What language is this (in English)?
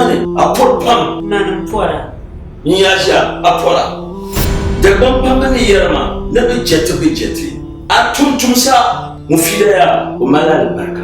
Dagbani